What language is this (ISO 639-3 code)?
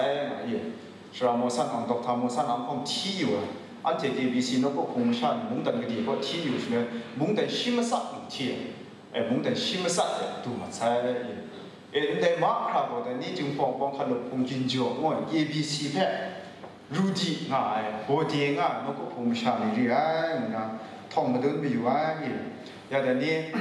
kac